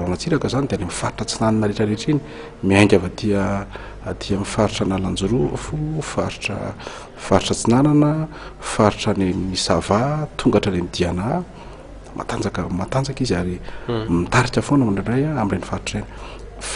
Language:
Malagasy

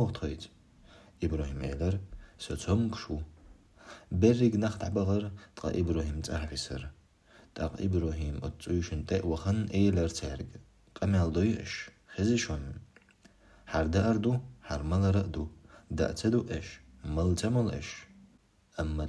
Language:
Chechen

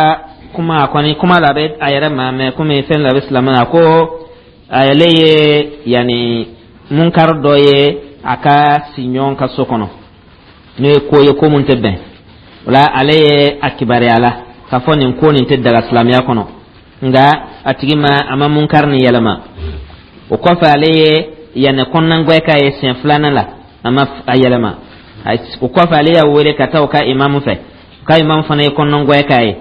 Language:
Dyula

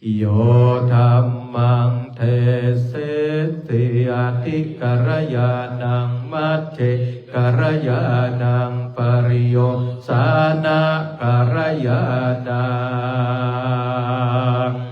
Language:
Pali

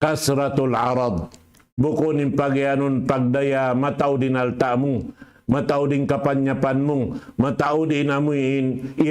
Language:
Tausug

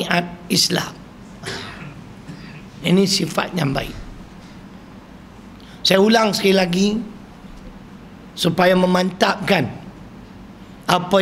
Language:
Malay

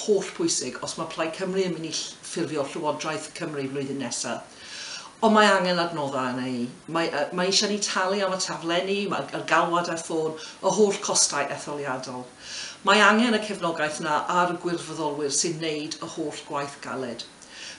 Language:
Welsh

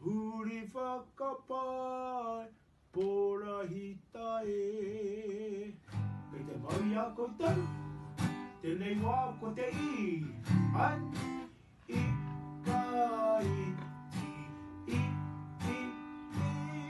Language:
Māori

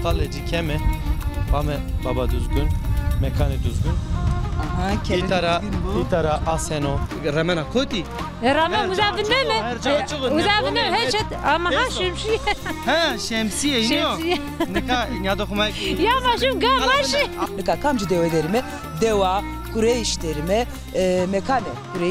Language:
Zaza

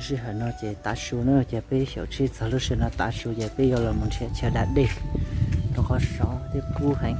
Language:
Hmong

